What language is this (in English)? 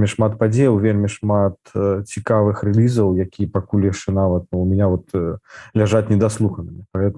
Belarusian